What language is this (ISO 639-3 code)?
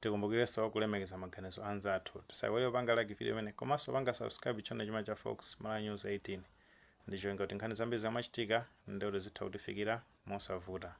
nya